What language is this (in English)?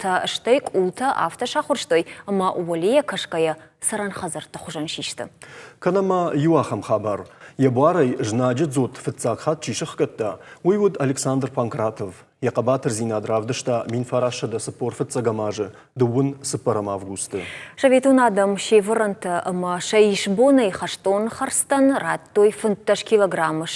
Ossetic